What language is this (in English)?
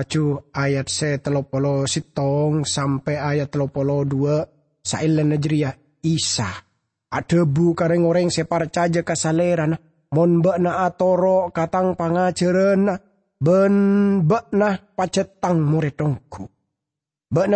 Madurese